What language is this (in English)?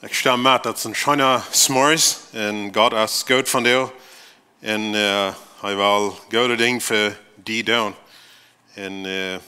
Plautdietsch